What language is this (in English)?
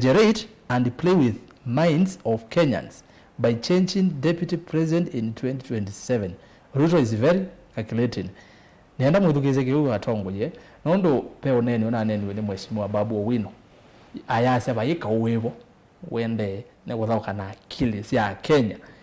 Kamba